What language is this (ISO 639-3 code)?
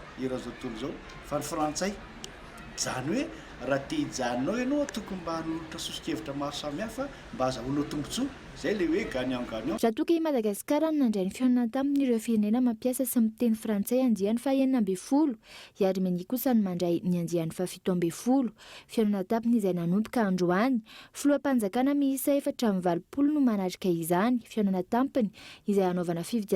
mlg